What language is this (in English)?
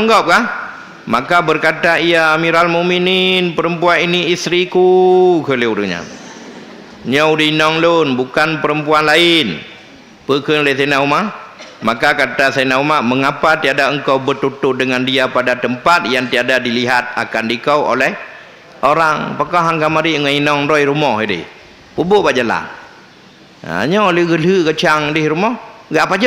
Achinese